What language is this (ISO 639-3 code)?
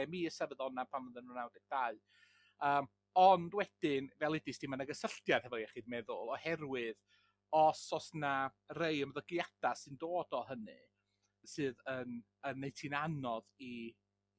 cym